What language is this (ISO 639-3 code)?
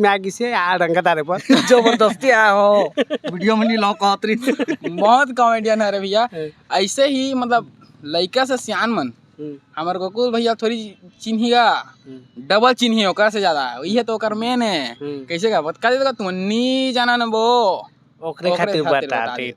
hne